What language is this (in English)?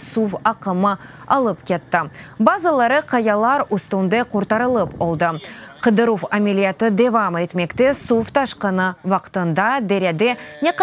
Crimean Tatar